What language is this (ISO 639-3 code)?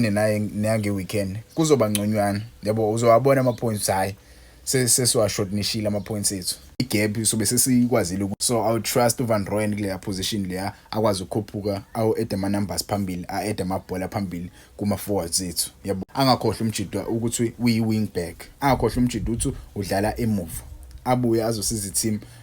zul